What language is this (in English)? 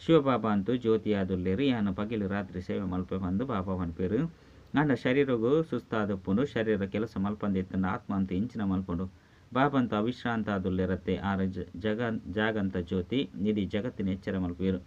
Tulu